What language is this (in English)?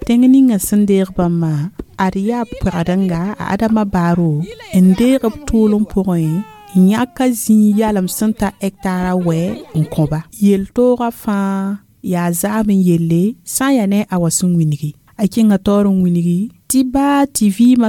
Mossi